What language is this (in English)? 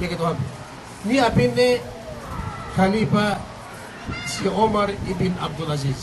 Yakan